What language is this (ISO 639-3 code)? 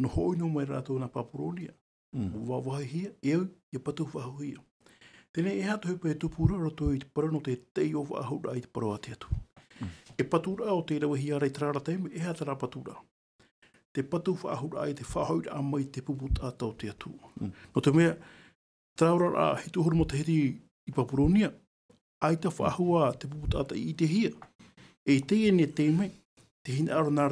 tah